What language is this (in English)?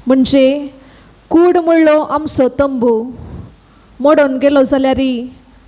Konkani